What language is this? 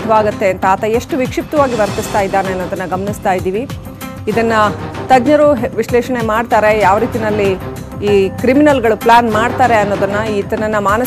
Kannada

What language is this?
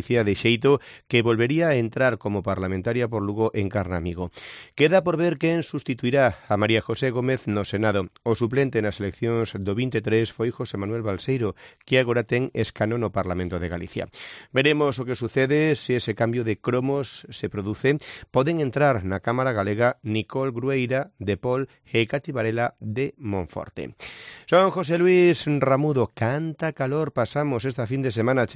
Galician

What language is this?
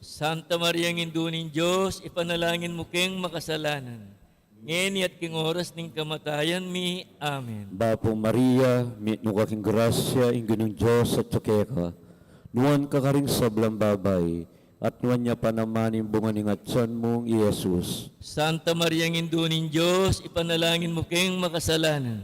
Pampanga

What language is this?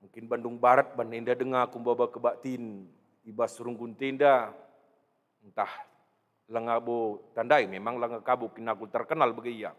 Batak Karo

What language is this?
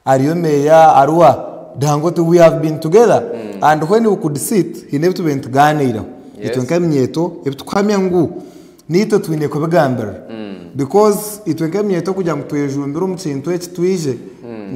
Nyankole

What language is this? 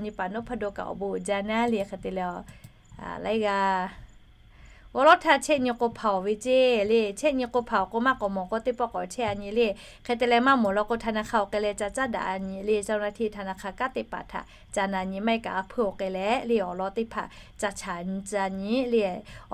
Lahu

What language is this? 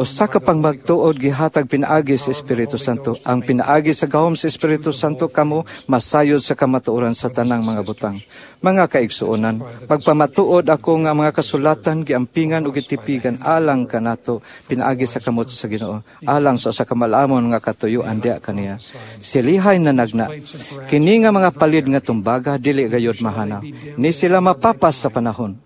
Cebuano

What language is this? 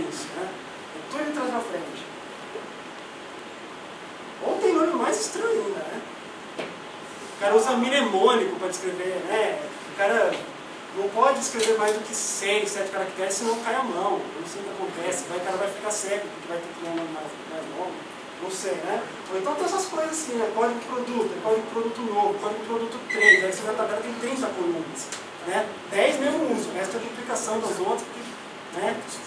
Portuguese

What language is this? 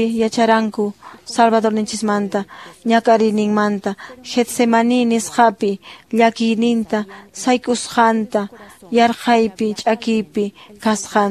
Quechua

